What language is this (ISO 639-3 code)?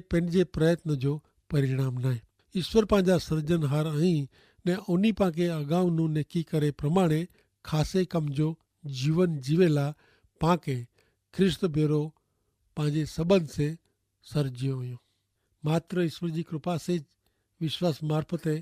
kfr